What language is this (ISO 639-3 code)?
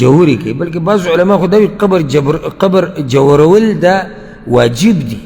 pus